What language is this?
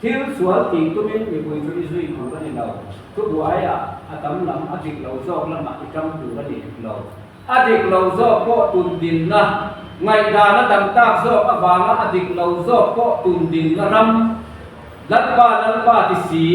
Mizo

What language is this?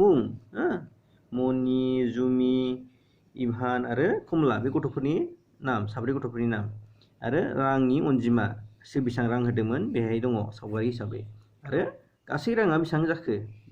Bodo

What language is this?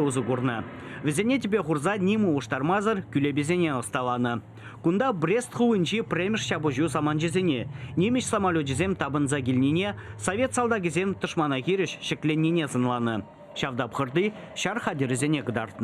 Chuvash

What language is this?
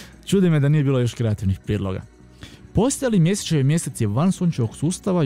Croatian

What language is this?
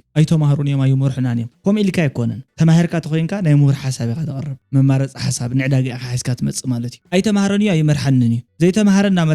Tigrinya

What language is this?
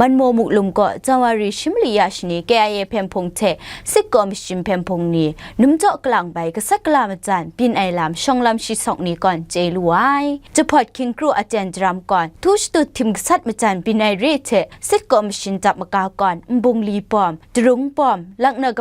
Kachin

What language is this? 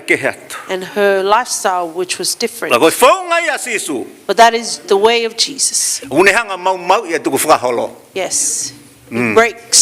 Tongan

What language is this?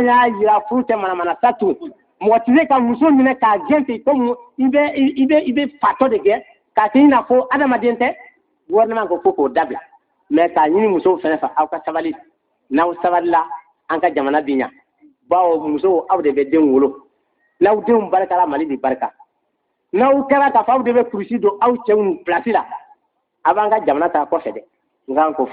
Bambara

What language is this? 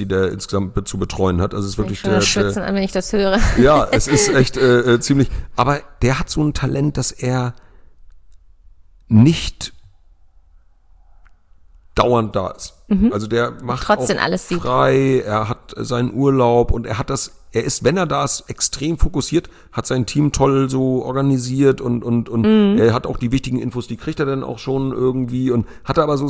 German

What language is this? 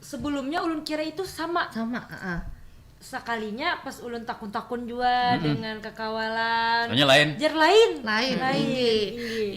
Banjar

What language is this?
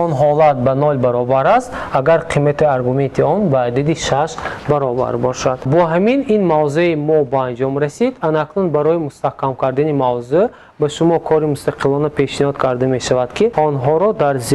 Tajik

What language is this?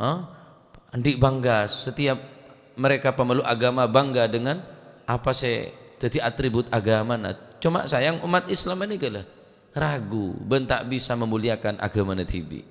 Madurese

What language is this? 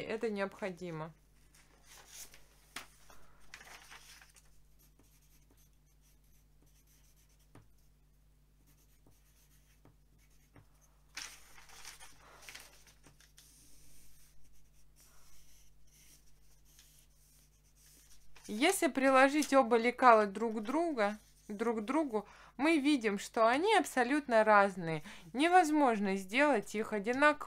Russian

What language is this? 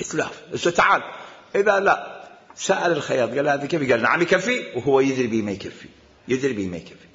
Mesopotamian Arabic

